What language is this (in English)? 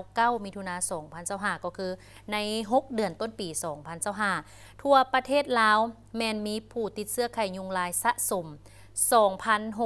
Lao